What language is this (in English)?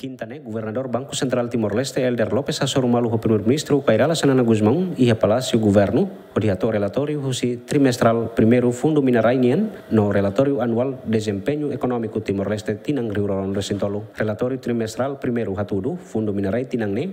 Tetum